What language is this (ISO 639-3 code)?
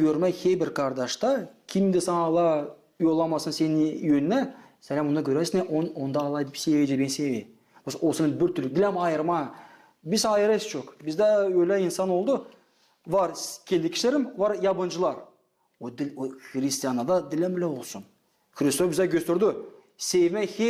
gag